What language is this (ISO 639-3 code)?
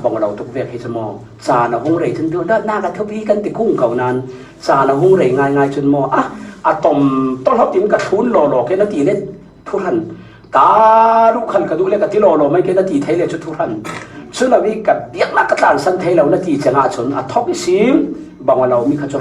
cfm